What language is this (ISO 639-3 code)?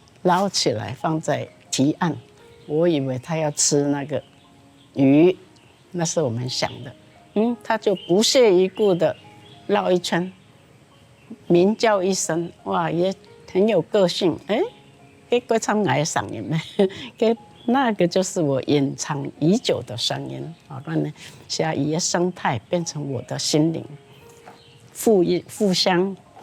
hak